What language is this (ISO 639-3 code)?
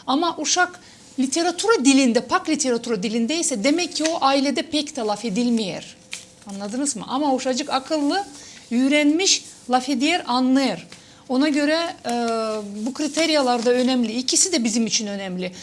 gag